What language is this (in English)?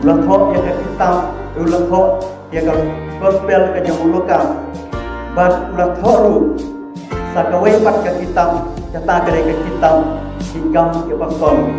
Khasi